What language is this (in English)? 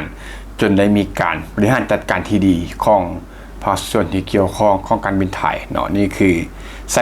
Lao